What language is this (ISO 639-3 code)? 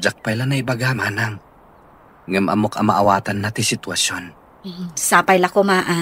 ilo